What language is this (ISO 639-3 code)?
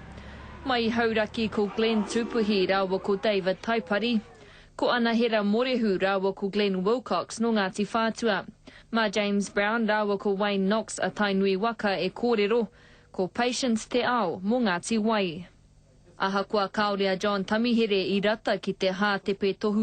mri